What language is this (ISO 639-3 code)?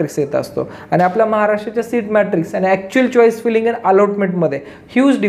mar